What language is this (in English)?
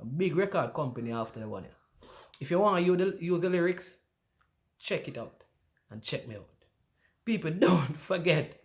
Jamaican Creole English